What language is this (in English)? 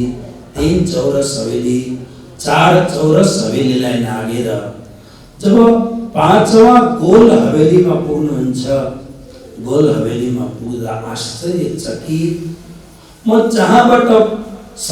Nepali